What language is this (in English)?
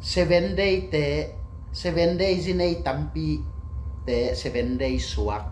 Tedim Chin